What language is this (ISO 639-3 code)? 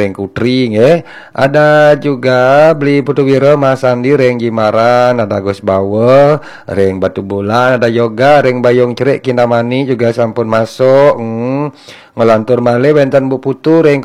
ban